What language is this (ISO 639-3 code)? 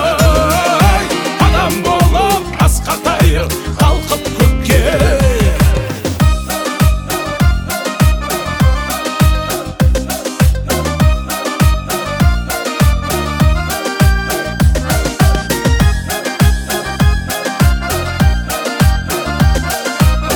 kaz